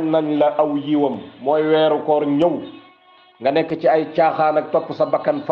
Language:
Wolof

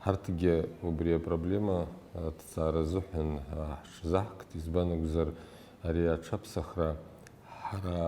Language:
Abkhazian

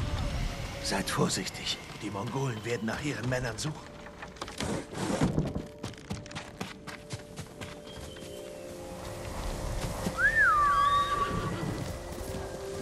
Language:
German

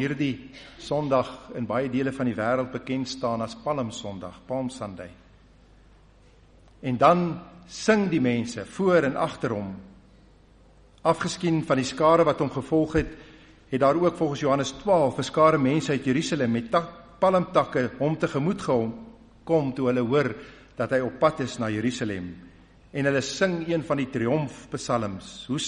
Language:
Afrikaans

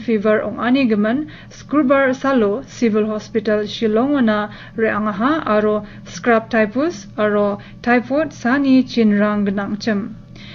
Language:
Garo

